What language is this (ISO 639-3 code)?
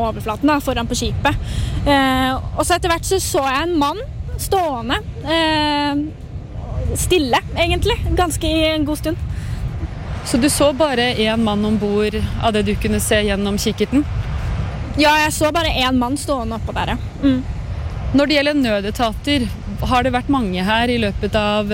nor